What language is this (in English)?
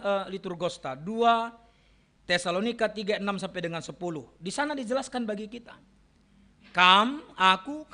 Batak Karo